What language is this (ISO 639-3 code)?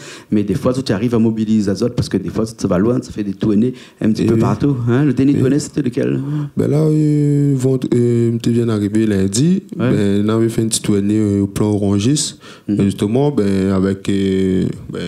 rcf